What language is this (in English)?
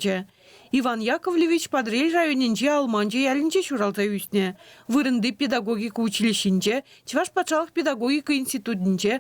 Chuvash